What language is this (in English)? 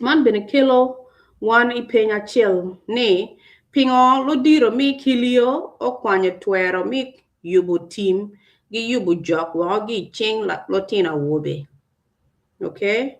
Acoli